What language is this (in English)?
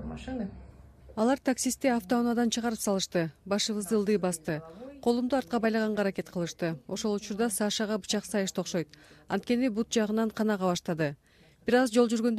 Kyrgyz